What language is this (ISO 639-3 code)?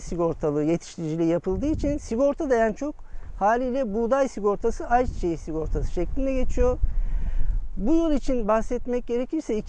tur